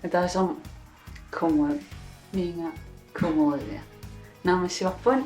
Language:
Kalaallisut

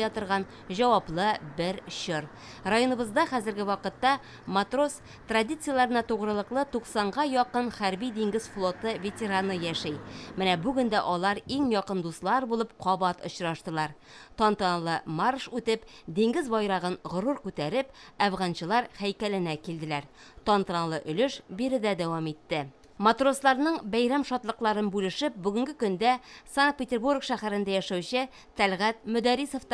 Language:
Tatar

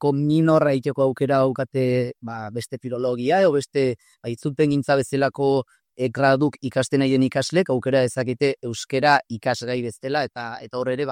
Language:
Basque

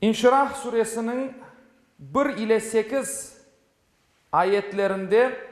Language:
Crimean Tatar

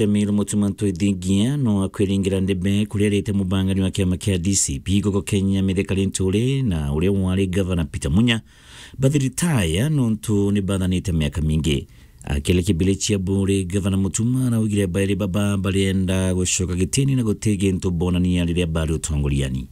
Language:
Meru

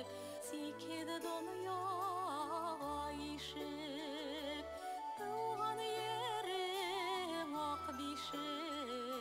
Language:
Bashkir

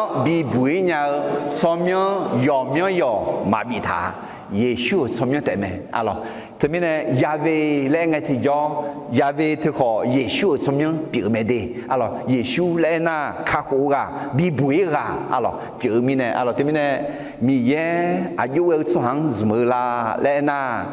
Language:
Akha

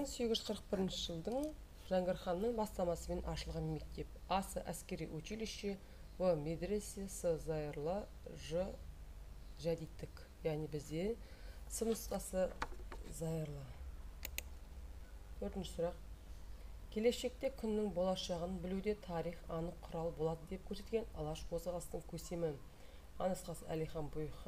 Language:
Kazakh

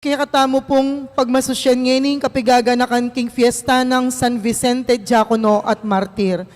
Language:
Pampanga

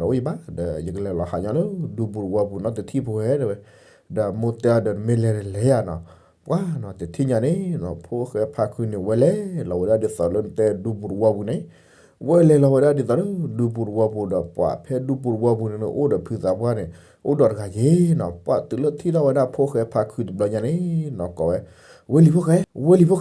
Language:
S'gaw Karen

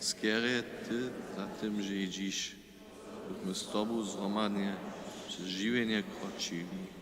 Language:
Upper Sorbian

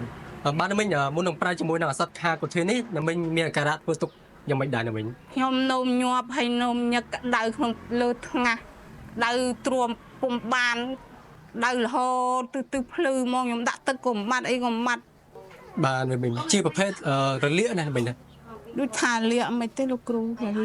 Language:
Khmer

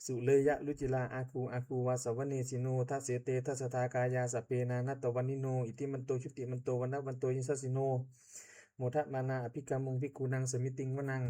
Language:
Pali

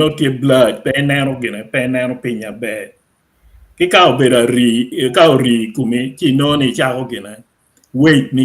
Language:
Acoli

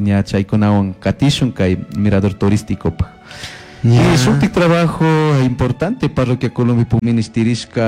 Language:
Chimborazo Highland Quichua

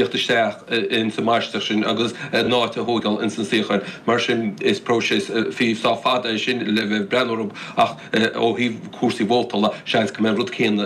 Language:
Irish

